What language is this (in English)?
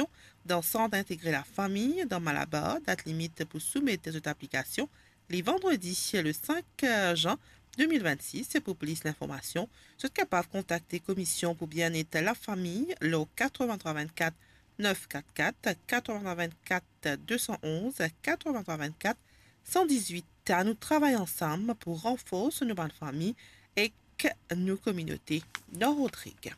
Morisyen